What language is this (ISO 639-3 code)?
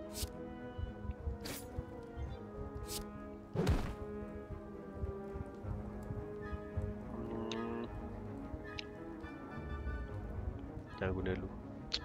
msa